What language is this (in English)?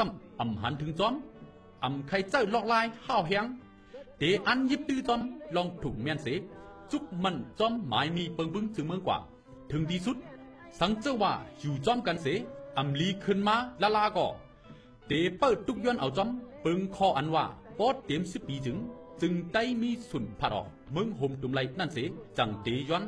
Shan